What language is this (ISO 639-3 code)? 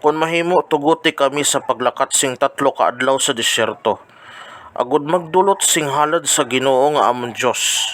hil